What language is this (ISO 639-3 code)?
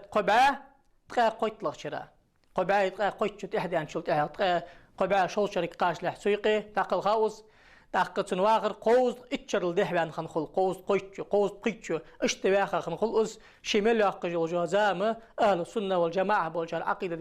inh